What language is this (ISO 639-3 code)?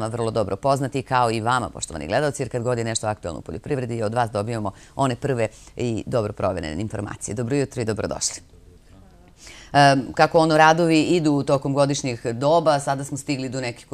srp